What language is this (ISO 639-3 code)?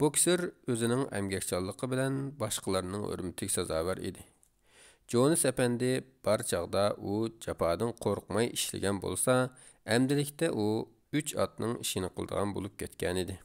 uig